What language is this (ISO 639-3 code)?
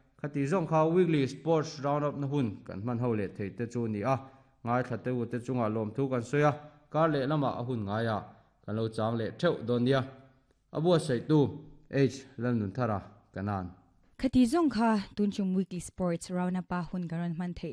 lus